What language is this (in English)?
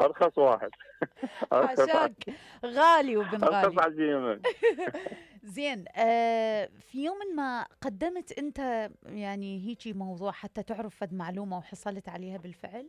Mesopotamian Arabic